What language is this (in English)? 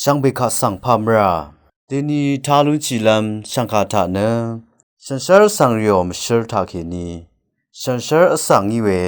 Rawang